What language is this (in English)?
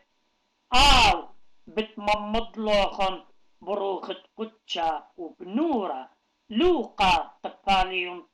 Assyrian Neo-Aramaic